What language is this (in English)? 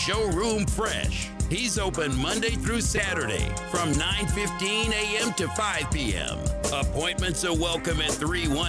English